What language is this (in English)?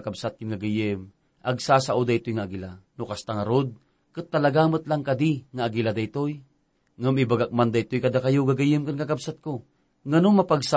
Iloko